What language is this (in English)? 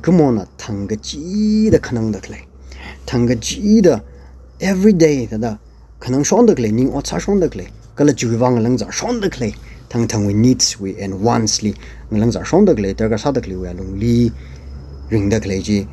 Tangkhul Naga (India)